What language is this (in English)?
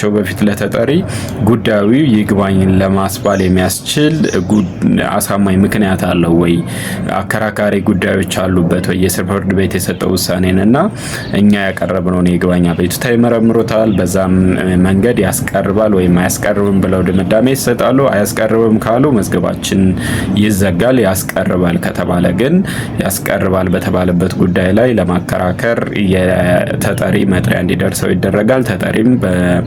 Amharic